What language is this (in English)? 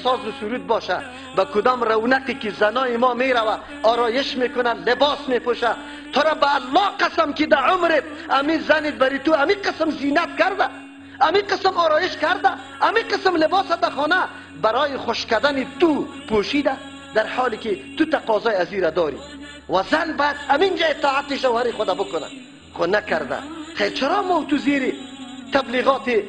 Persian